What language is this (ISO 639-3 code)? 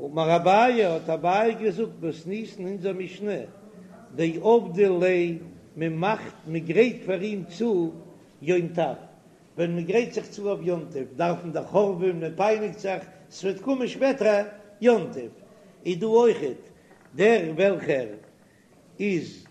yid